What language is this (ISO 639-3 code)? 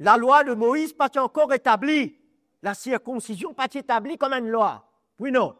mfe